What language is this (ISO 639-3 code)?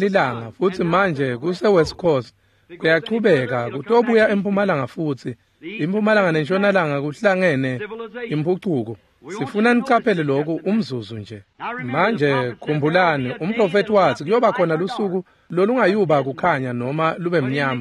ssw